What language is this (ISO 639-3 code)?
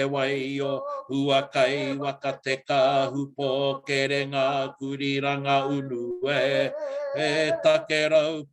mri